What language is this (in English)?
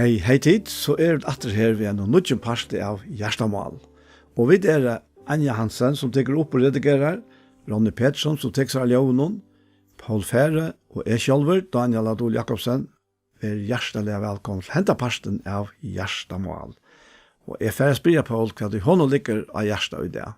Faroese